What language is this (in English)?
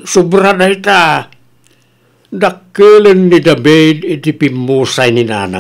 Iloko